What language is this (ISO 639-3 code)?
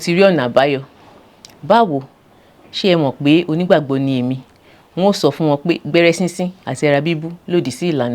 yor